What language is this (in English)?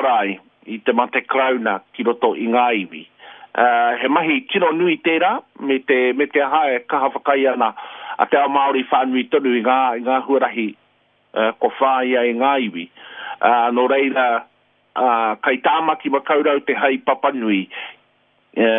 Māori